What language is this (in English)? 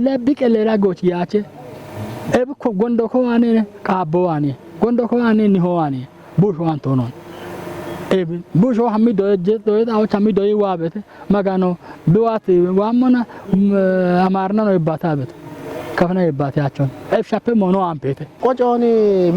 Kafa